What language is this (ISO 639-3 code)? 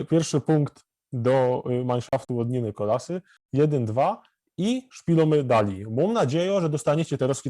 szl